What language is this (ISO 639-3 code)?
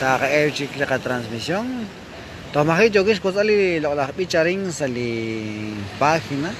kek